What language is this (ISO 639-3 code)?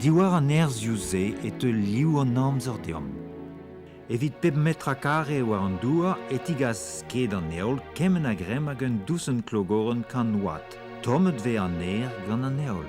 bre